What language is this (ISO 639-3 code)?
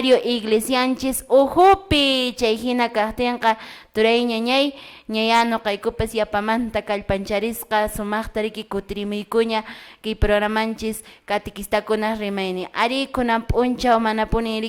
que